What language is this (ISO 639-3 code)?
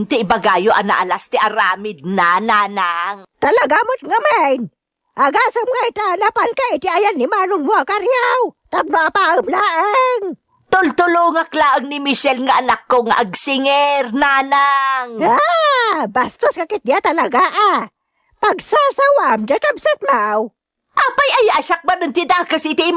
ilo